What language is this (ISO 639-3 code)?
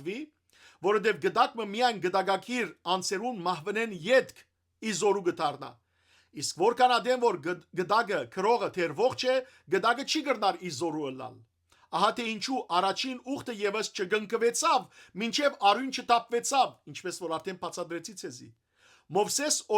hyw